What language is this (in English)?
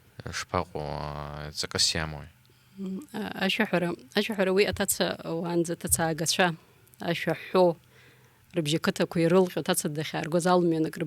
Abkhazian